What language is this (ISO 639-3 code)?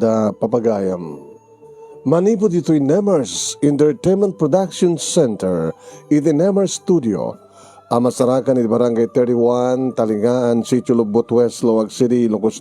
ilo